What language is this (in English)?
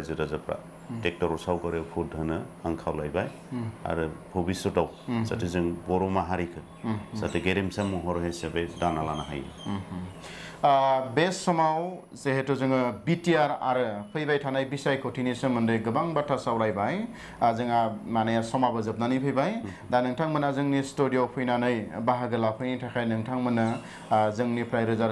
Bodo